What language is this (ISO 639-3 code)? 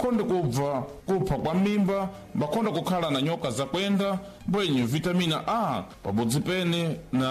seh